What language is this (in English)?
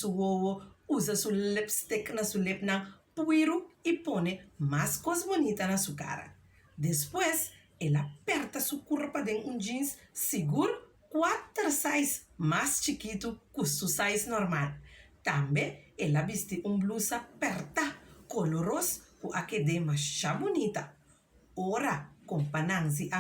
Papiamento